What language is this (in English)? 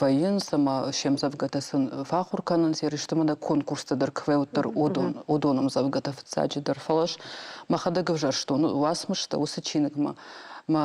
Ossetic